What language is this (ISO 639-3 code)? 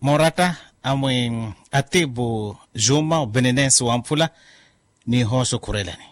vmw